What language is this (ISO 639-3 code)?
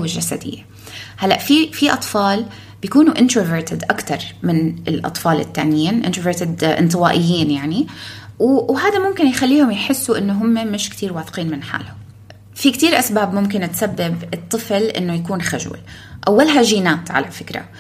apc